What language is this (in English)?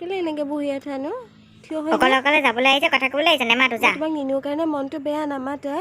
Assamese